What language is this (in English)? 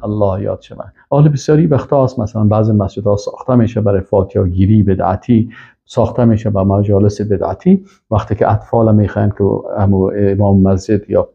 Persian